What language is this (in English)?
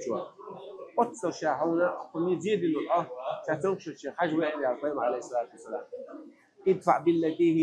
Chechen